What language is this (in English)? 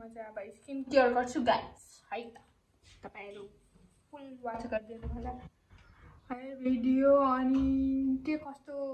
Nepali